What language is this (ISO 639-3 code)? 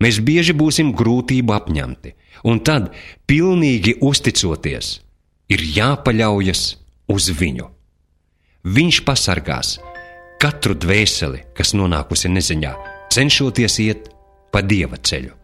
lav